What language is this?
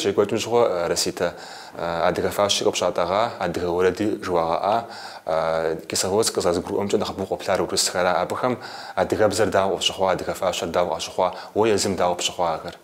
Kabardian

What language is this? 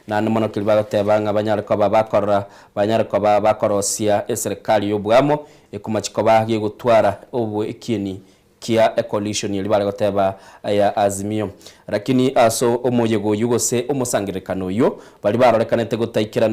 Gusii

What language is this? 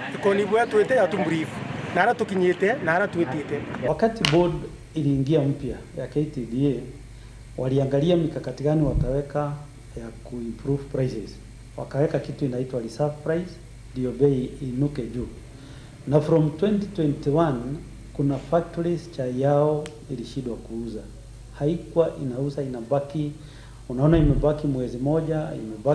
Meru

